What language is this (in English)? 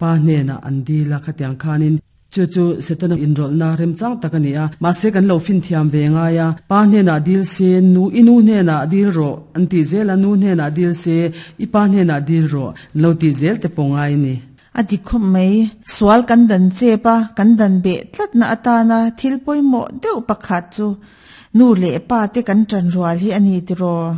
Mizo